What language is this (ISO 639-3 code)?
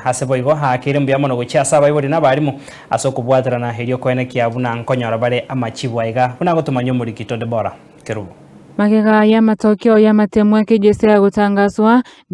guz